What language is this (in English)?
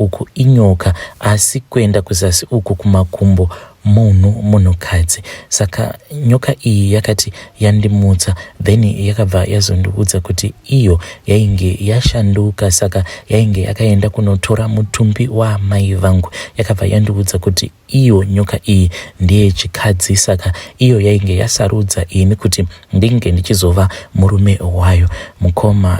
Shona